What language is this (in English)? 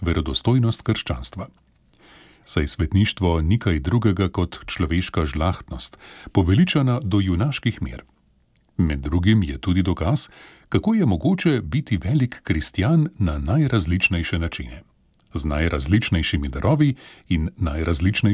Slovenian